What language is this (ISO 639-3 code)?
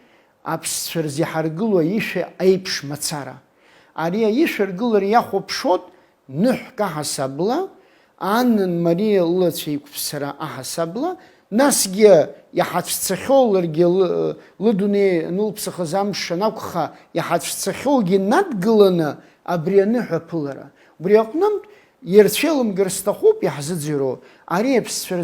abk